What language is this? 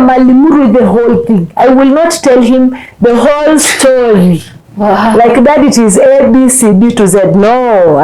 Masai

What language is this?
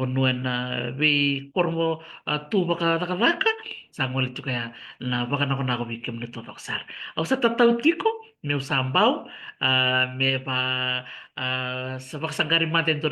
Fijian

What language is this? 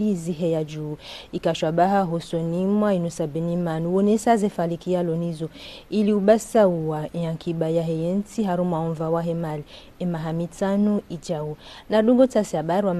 Ngazidja Comorian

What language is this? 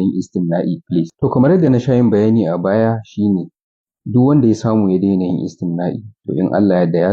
Hausa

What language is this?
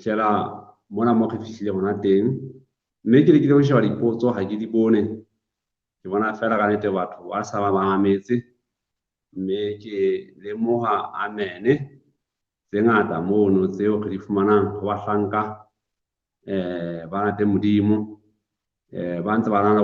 Southern Sotho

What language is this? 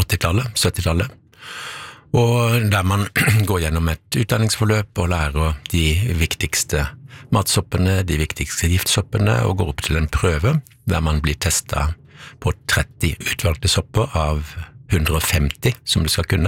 Norwegian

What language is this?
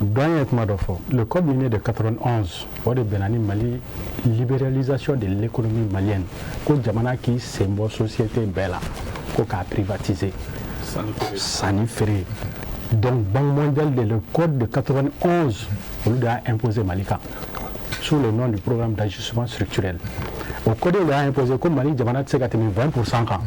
Bambara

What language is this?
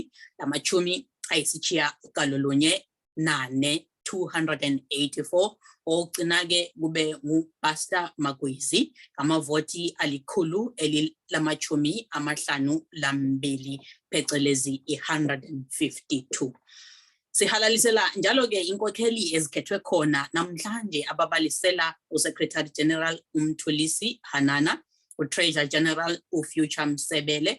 Zulu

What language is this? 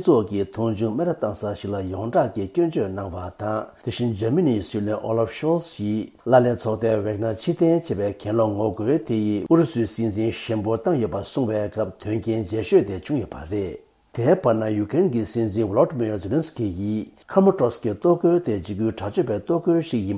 Tibetan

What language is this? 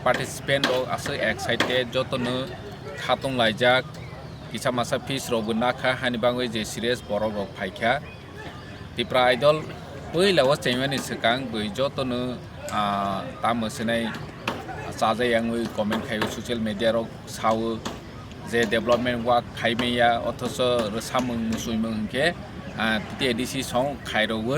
Kok Borok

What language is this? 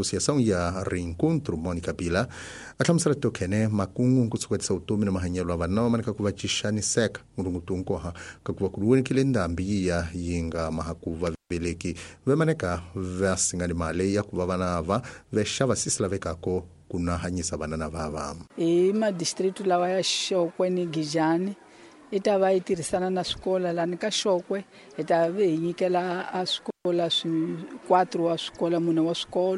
Tsonga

